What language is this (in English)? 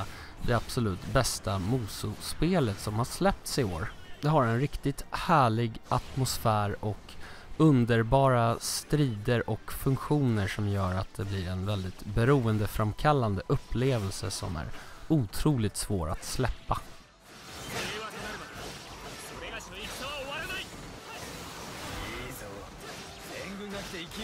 Swedish